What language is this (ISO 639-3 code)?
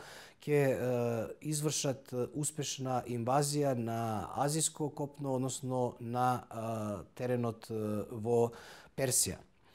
mkd